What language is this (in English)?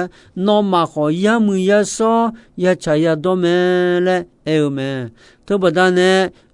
Akha